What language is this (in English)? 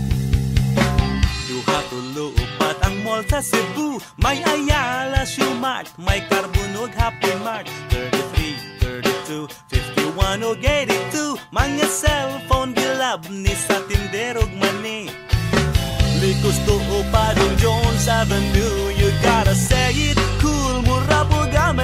Cebuano